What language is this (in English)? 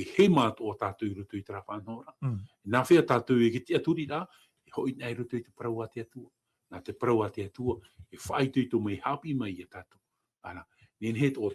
Tahitian